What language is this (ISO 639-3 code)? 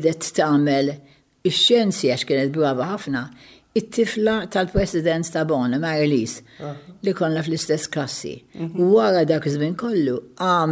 mlt